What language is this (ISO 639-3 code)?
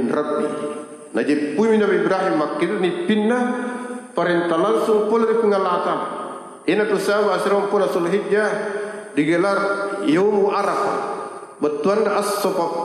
bug